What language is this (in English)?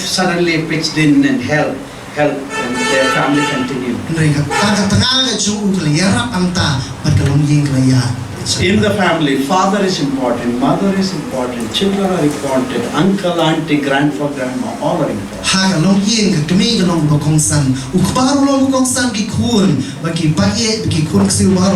Khasi